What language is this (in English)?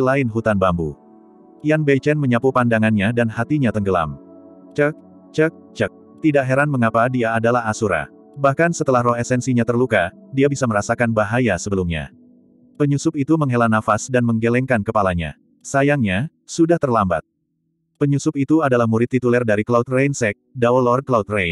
Indonesian